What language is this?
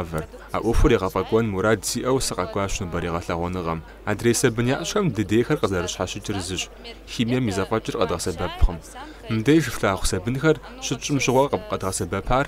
Kabardian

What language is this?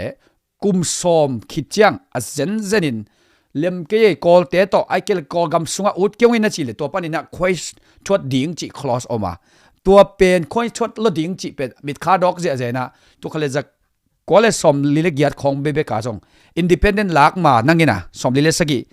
Tedim Chin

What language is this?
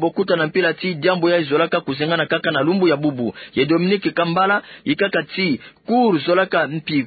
Kituba (Democratic Republic of Congo)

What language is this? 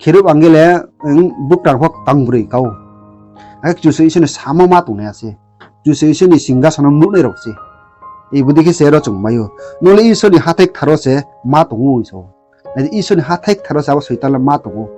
Riang (India)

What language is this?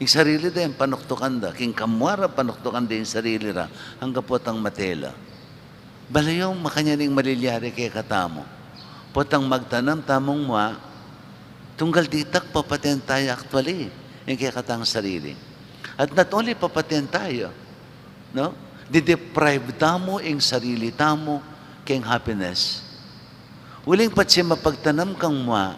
Pampanga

